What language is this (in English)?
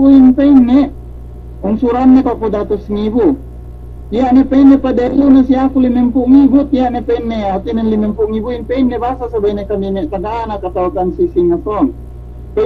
Yakan